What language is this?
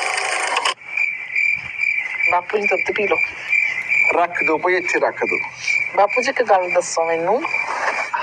Punjabi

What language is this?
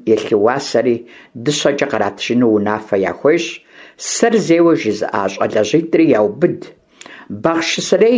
Kabardian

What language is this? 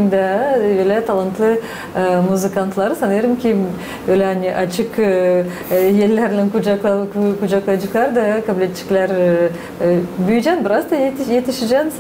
Gagauz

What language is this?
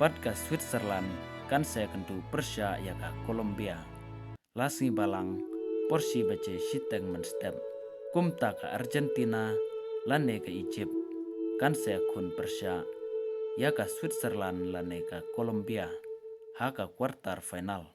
Khasi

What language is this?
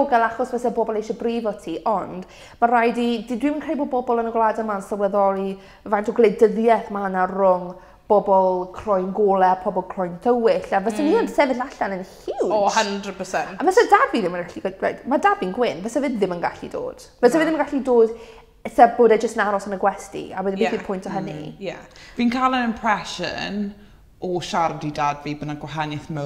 Welsh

